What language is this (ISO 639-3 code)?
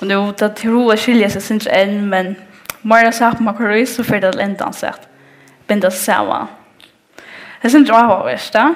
fao